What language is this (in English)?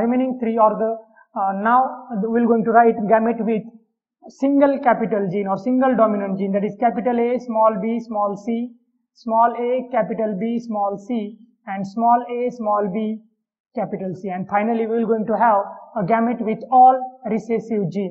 English